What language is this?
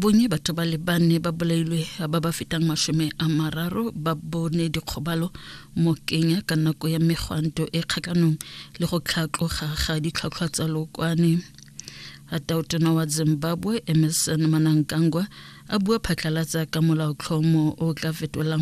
Tswana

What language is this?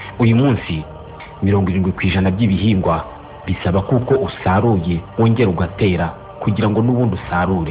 Kinyarwanda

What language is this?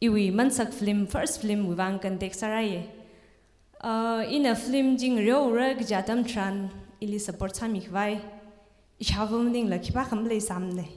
Tangkhul Naga (India)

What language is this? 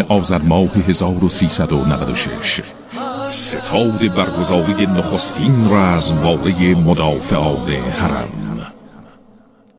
Persian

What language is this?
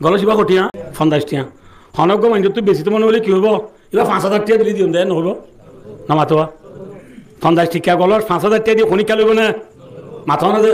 Rohingya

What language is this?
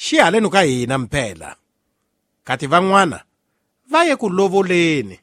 Tsonga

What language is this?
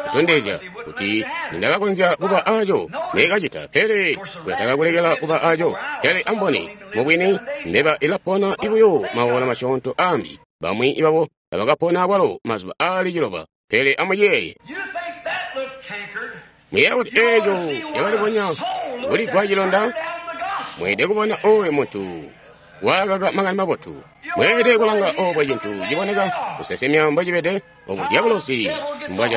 Tonga (Zambia)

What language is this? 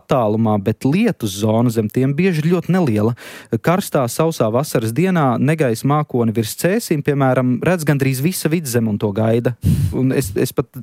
Latvian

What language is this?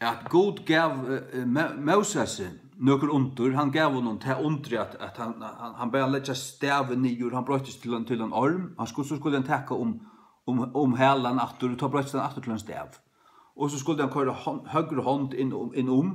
Faroese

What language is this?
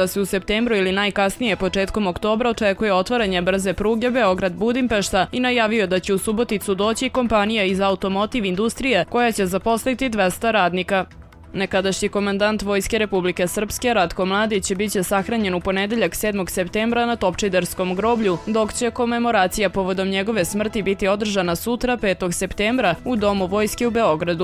Serbian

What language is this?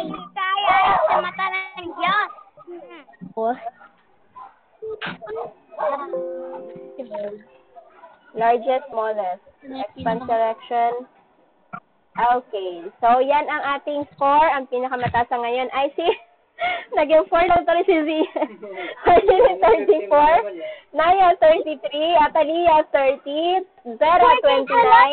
Filipino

